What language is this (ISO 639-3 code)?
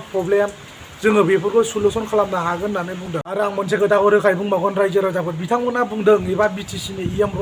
brx